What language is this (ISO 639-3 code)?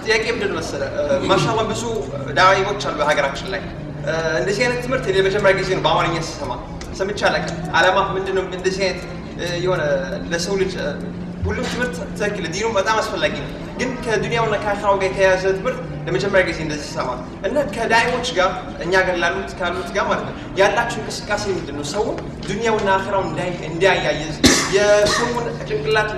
amh